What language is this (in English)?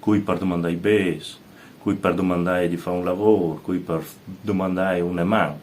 Friulian